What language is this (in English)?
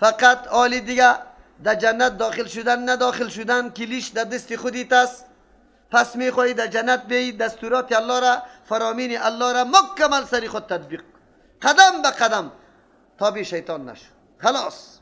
Persian